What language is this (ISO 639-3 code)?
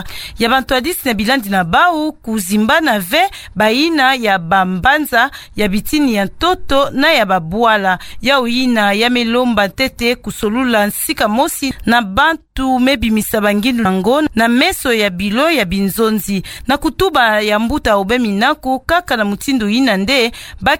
ktu